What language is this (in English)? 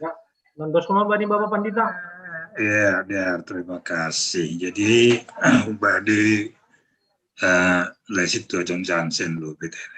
Batak Simalungun